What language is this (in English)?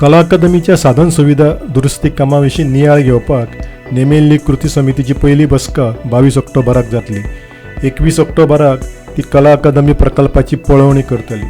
Konkani